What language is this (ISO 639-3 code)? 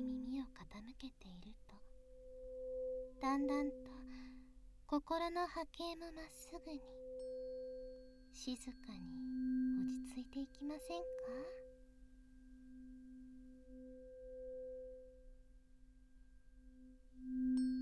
jpn